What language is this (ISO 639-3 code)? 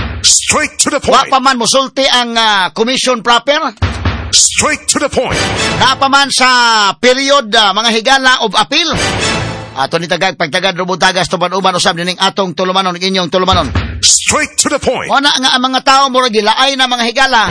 ceb